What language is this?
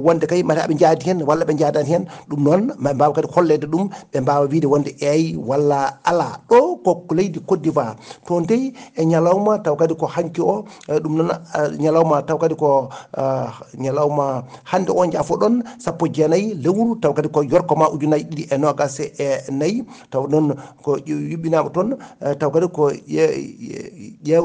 Fula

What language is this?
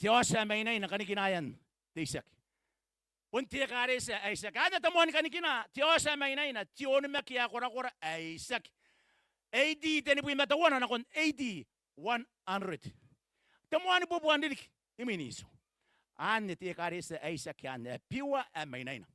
Gilbertese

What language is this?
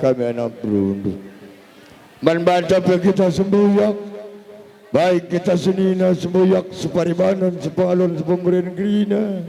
Batak Karo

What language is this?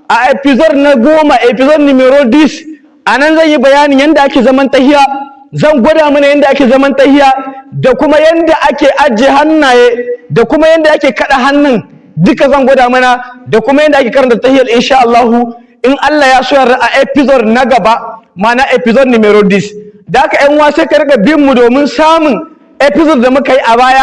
Hausa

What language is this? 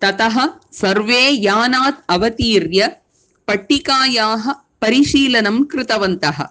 Sanskrit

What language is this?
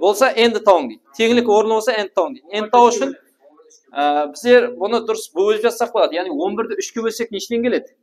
Kara-Kalpak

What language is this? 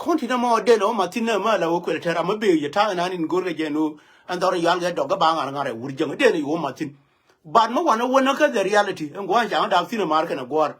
Nuer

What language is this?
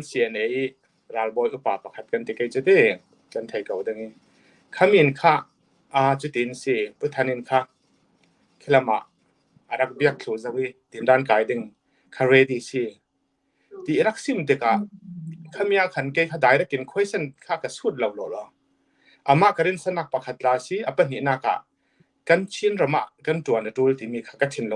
Falam Chin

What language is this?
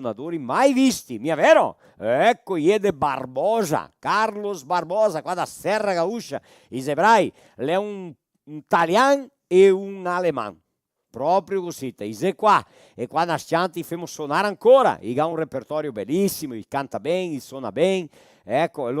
Venetian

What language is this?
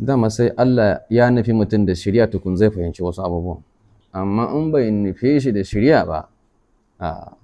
Hausa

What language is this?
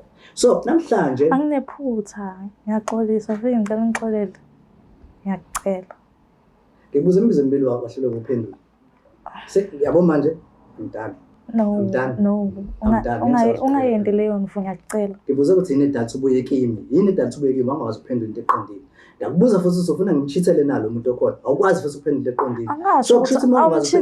Zulu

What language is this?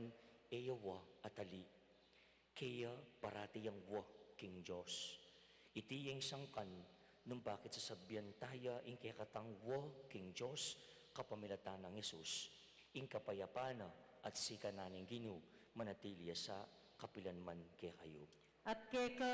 Pampanga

